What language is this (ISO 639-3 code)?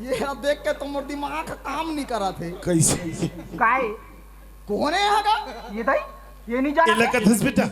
hne